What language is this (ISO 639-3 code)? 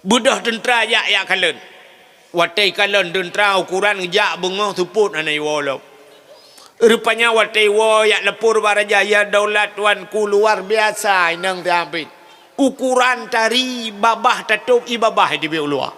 ace